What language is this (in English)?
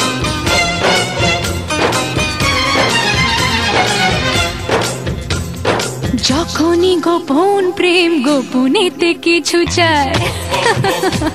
Bangla